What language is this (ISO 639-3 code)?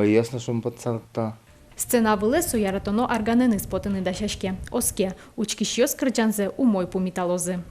udm